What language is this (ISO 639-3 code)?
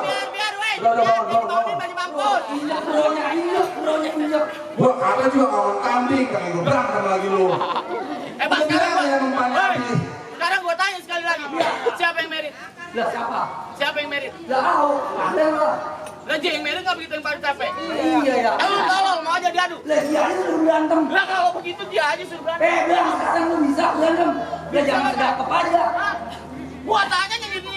bew